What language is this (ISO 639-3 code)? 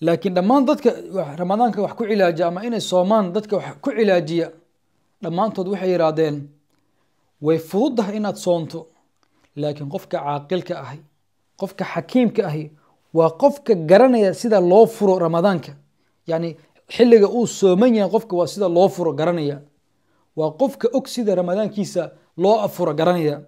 som